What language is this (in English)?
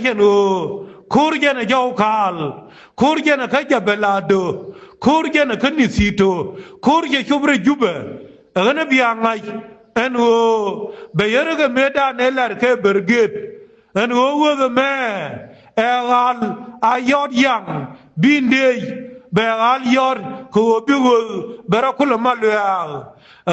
Nuer